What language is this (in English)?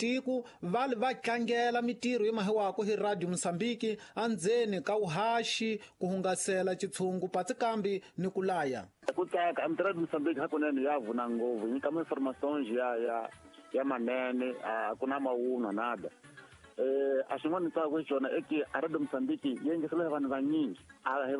Tsonga